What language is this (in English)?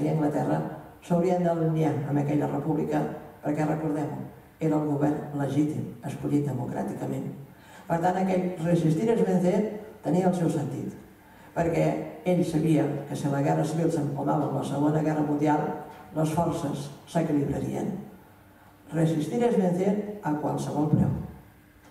Catalan